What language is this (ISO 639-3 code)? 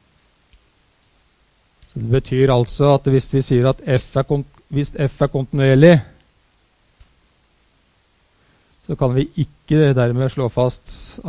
nor